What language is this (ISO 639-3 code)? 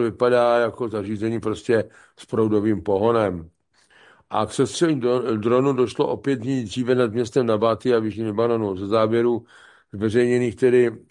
ces